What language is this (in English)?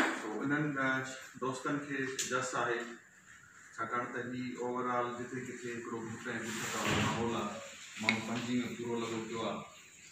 Sindhi